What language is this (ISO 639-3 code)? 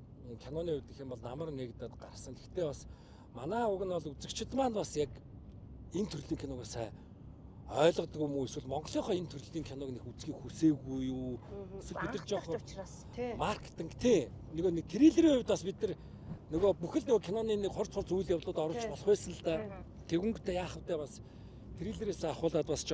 mon